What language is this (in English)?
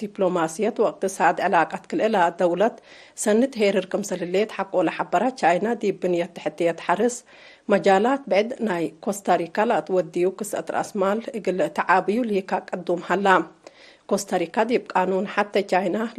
Tigre